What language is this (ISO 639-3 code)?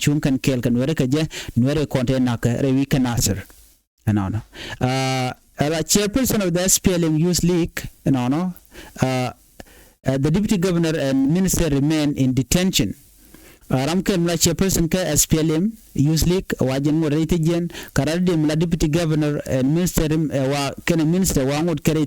nus